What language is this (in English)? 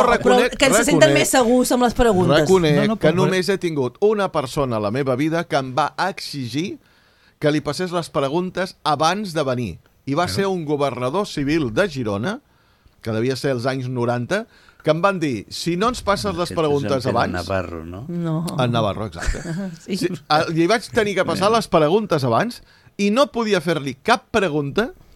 Catalan